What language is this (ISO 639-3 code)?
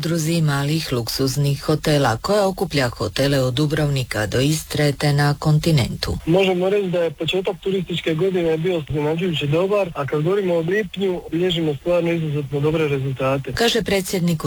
hrv